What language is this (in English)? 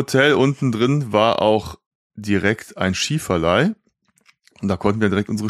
German